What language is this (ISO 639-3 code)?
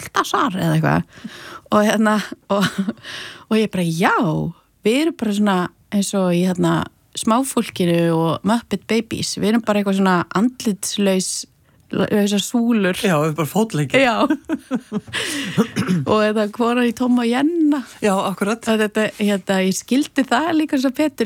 isl